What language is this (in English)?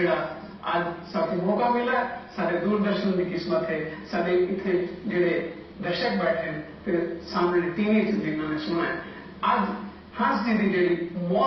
Saraiki